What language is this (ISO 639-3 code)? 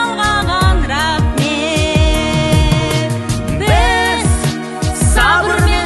kaz